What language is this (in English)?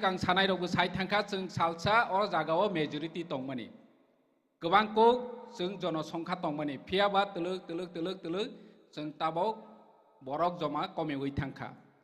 Kok Borok